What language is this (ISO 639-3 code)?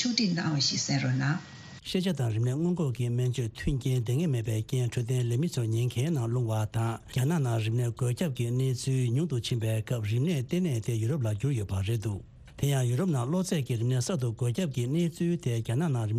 bod